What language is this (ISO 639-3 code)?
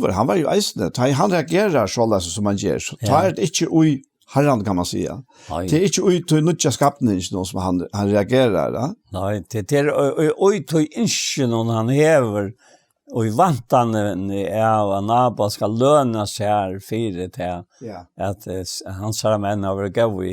fao